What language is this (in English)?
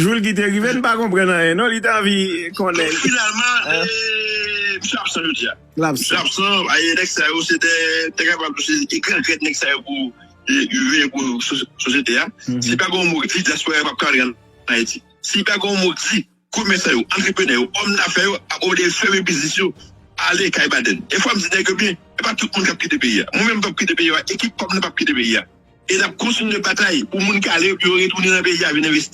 Haitian Creole